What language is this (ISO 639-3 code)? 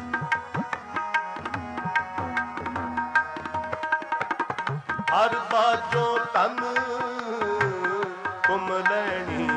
pan